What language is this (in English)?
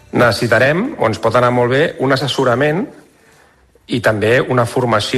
Catalan